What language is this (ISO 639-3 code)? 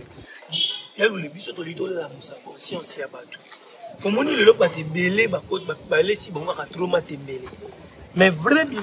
lin